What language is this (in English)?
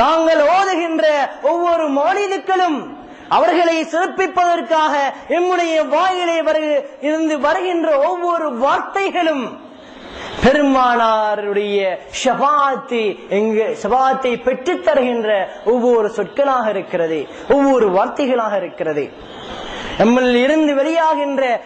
Tamil